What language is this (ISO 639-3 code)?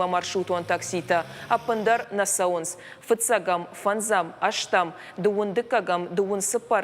oss